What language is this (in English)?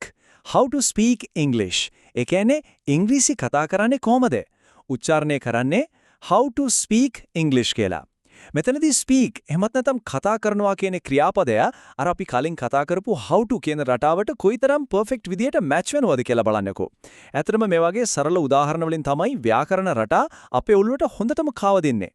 Sinhala